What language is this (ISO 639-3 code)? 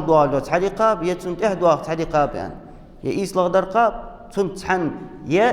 inh